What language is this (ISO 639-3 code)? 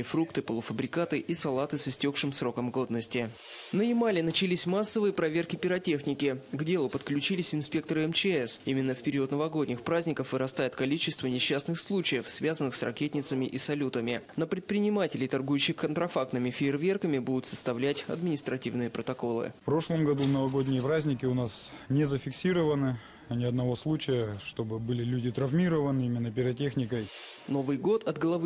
rus